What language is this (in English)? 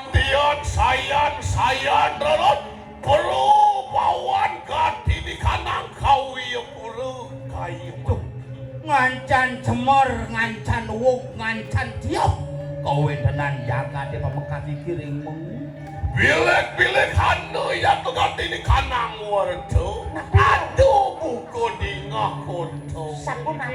Balinese